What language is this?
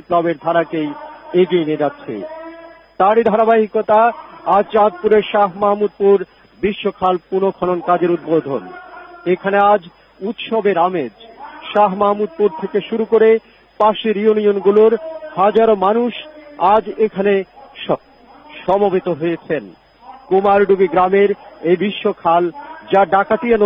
Bangla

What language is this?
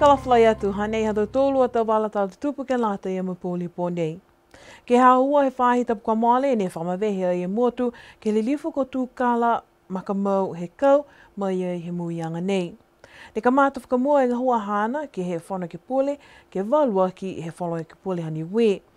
Niuean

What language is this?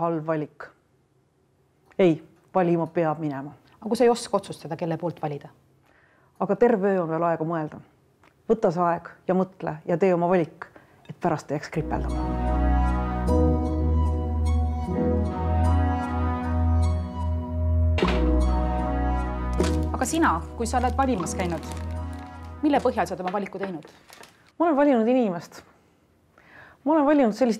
Estonian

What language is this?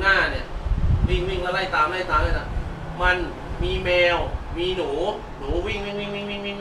Thai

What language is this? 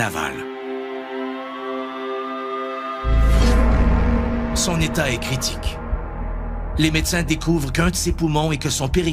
French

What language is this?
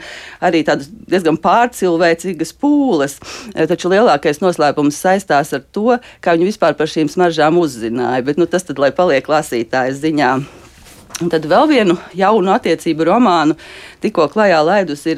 Latvian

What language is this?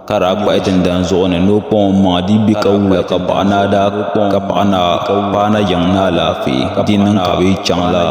Dagbani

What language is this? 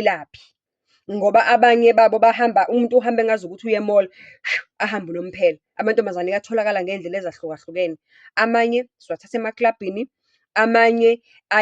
Zulu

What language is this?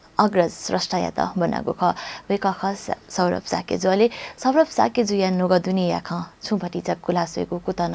Newari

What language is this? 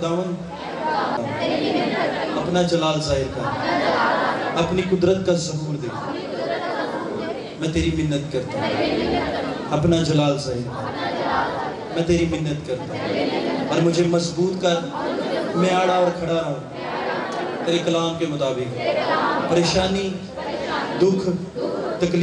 Urdu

